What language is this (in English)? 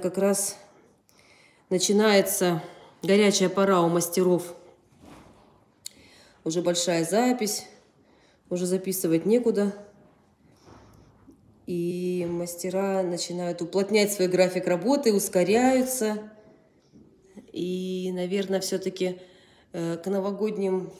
Russian